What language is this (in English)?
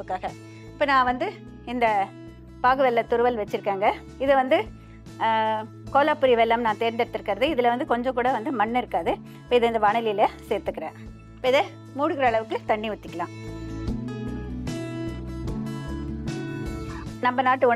Tamil